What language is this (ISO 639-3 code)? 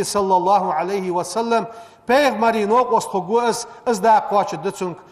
inh